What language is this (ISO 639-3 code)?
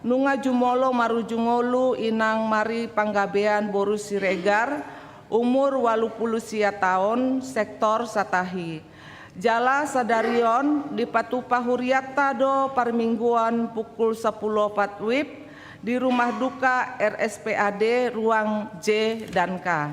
bbc